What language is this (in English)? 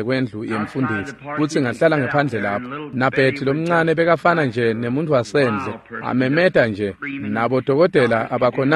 Swati